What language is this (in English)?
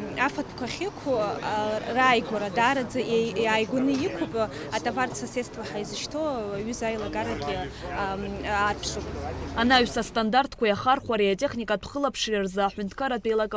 Abkhazian